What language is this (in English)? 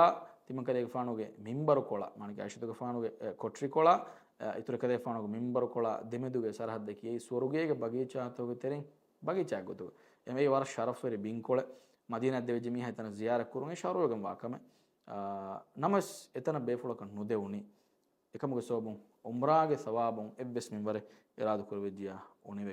Divehi